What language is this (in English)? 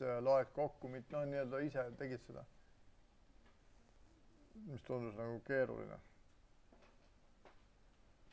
Estonian